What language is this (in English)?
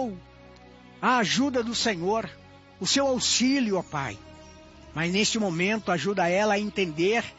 Portuguese